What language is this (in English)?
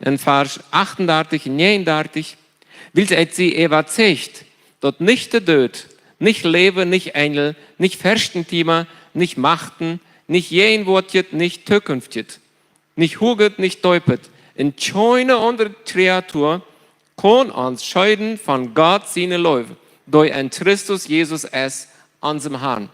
Plautdietsch